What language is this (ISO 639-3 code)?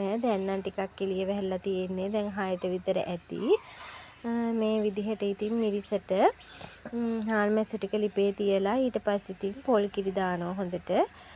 sin